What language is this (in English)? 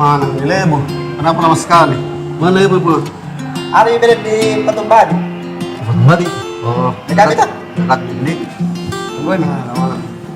Makassar Malay